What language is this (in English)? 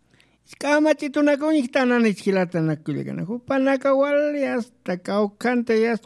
Aymara